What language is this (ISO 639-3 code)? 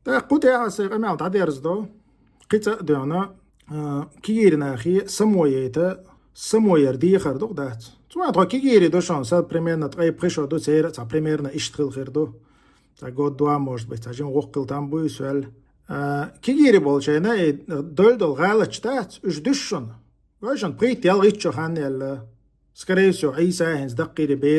che